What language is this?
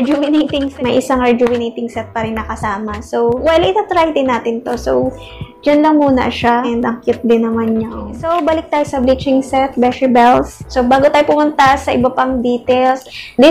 Filipino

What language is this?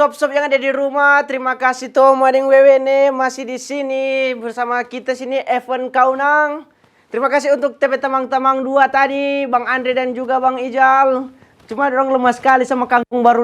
Manado Malay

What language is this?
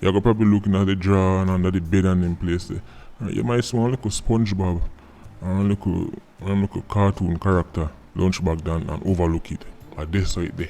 Jamaican Creole English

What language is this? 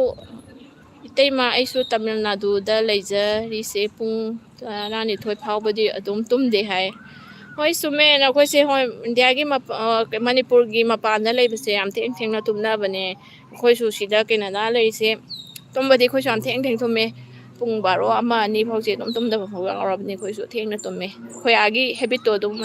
Manipuri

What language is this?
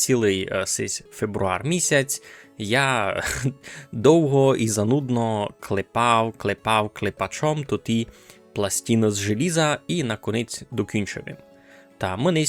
Rusyn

